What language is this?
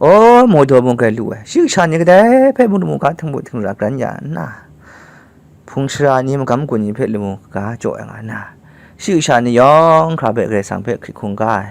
Kachin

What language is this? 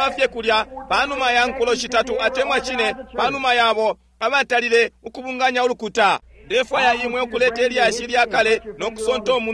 Bemba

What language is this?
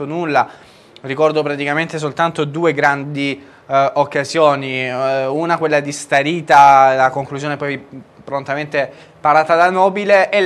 Italian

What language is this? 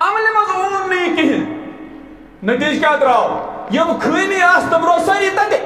Kashmiri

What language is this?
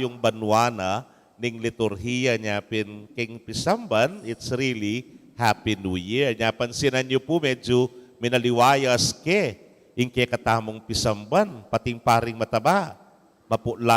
Pampanga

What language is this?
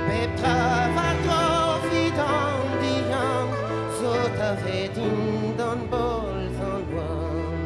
Breton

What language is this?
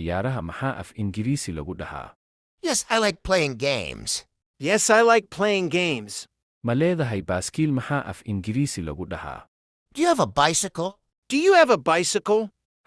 Somali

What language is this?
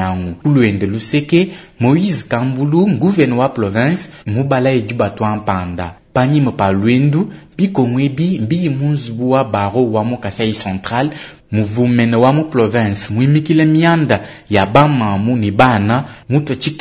Luba-Lulua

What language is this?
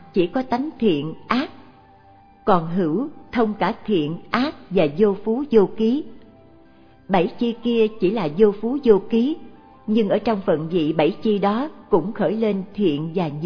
Vietnamese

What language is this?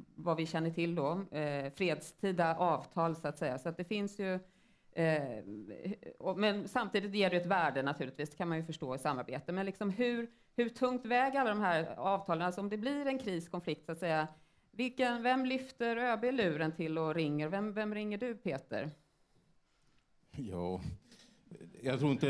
Swedish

